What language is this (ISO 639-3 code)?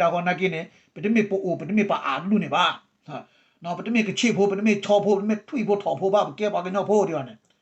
ksw